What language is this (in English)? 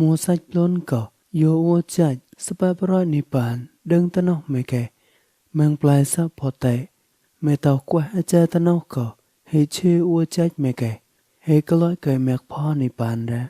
Mon